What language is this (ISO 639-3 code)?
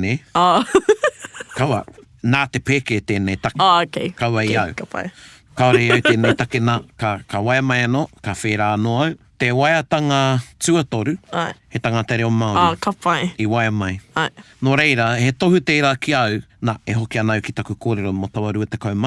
mri